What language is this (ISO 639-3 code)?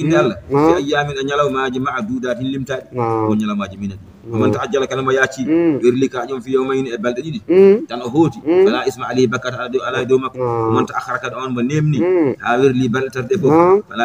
ful